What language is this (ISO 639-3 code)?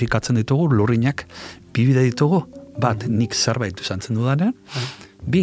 eus